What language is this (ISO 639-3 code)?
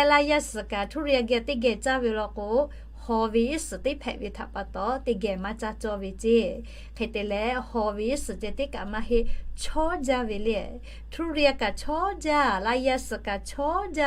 lhu